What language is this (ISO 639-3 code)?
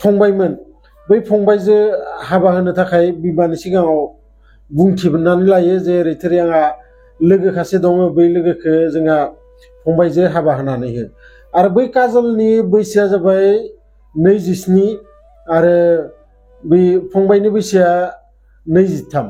brx